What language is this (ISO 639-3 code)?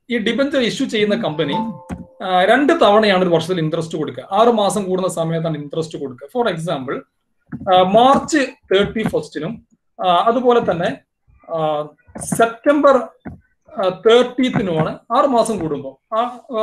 mal